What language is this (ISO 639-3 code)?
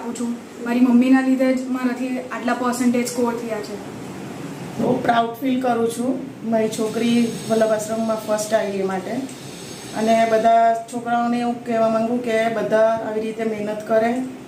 guj